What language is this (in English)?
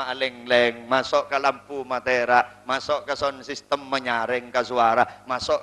Madurese